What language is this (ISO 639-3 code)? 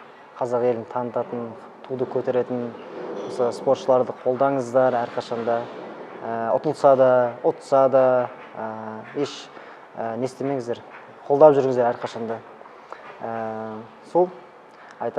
kaz